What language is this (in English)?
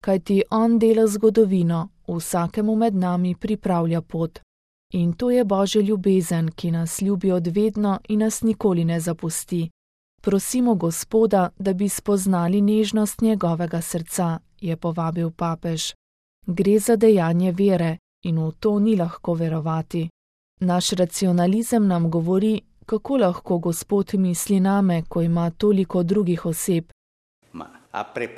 Slovenian